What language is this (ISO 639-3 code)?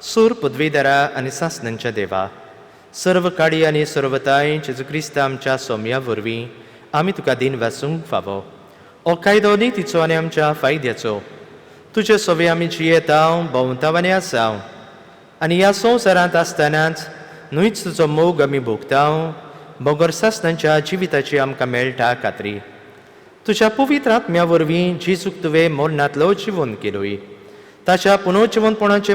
kok